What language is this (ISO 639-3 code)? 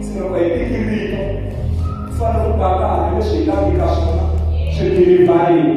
tso